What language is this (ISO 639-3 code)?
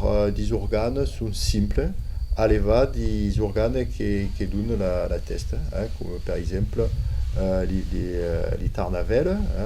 oci